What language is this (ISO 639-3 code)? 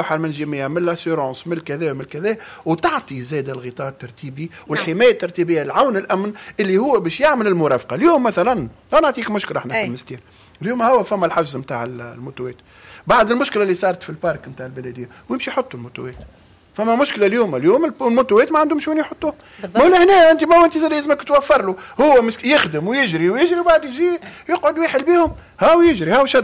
aeb